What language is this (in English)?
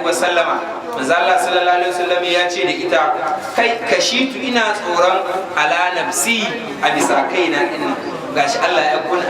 Hausa